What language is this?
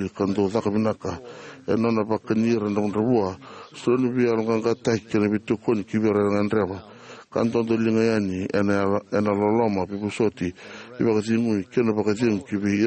Fijian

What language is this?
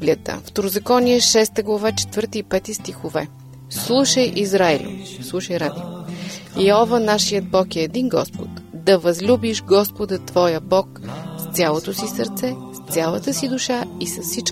Bulgarian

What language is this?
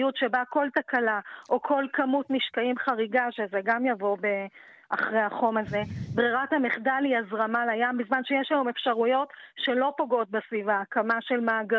Hebrew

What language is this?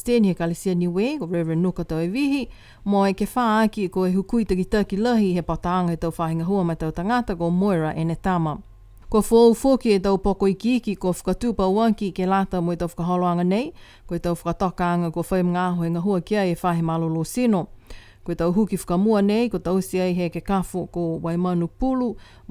Niuean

